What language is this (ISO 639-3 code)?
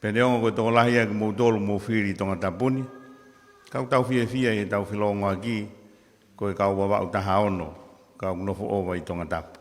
ton